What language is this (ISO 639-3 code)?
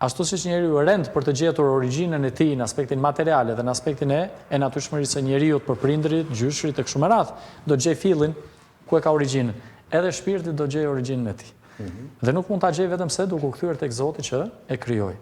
sqi